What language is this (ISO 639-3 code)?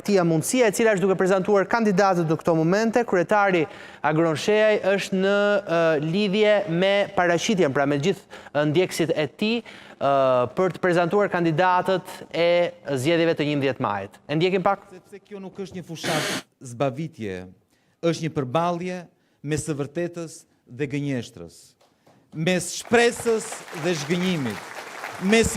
sqi